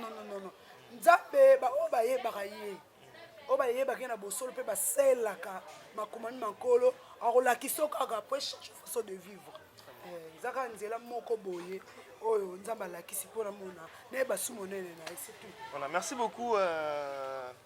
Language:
Lingala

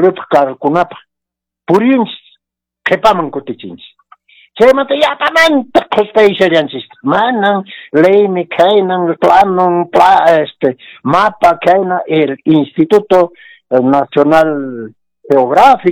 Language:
Quechua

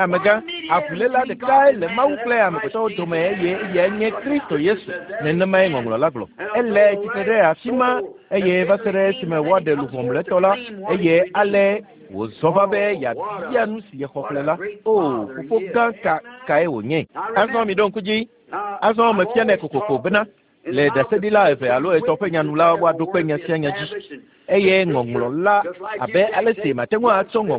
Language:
Ewe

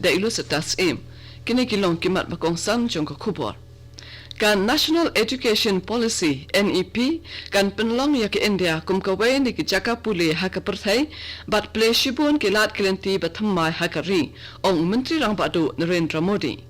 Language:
Khasi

